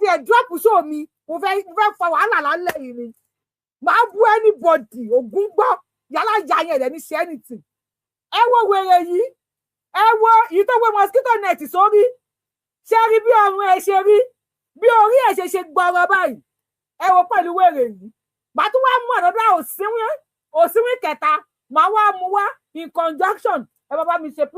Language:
Yoruba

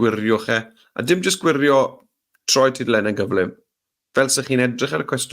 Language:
Welsh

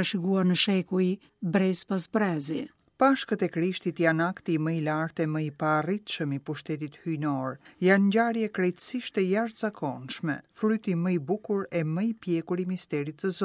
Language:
Albanian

